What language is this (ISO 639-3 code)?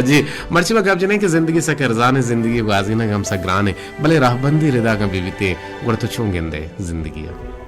bal